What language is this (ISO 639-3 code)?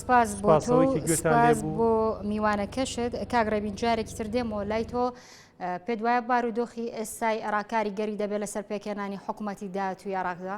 ckb